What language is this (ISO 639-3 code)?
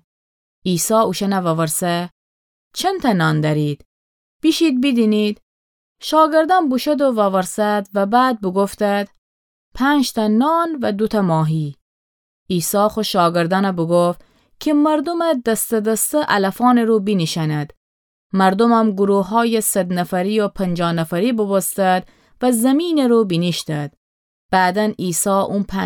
glk